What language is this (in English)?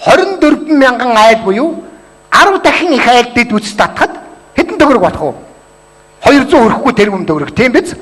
Mongolian